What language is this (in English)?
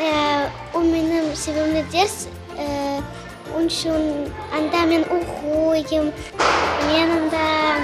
Crimean Tatar